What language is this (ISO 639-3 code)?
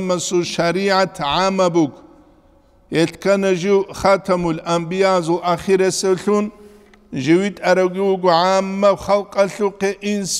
ava